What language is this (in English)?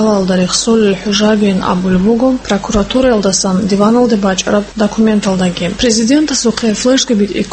Avaric